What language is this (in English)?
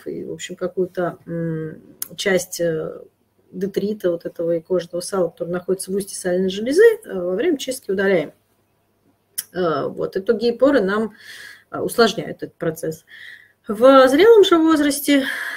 Russian